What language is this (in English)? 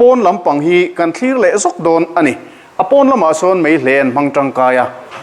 Mizo